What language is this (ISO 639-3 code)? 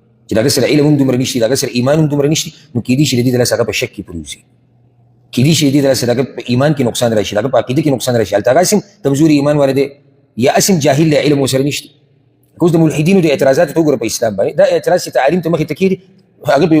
pus